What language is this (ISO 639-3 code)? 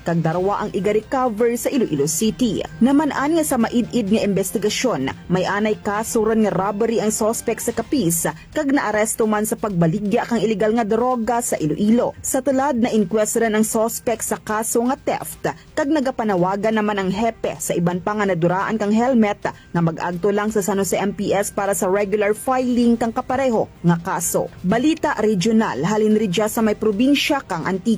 hil